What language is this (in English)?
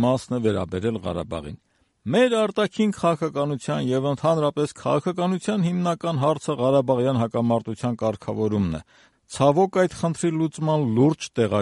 Armenian